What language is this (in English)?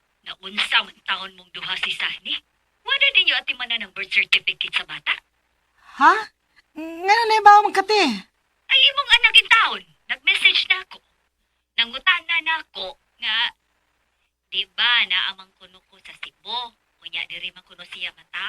Cebuano